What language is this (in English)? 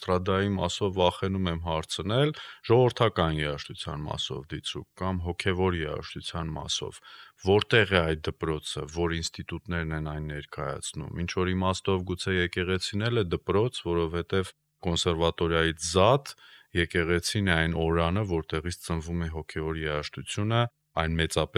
Armenian